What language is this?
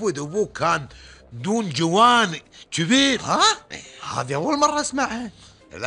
Gulf Arabic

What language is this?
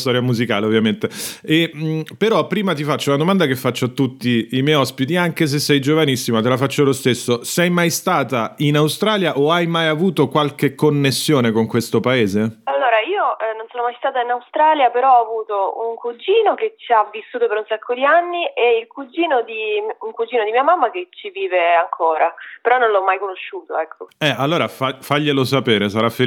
Italian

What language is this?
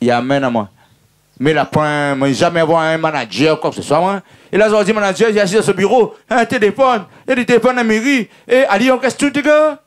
Réunion Creole French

